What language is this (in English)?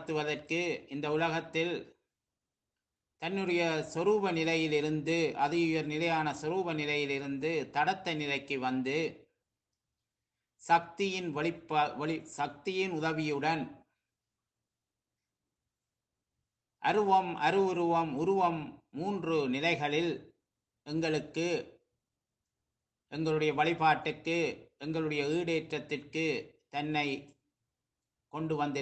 Tamil